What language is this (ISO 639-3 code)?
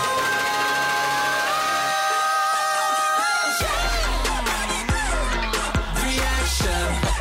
kor